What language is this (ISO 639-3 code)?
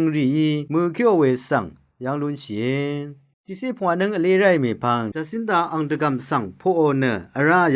raw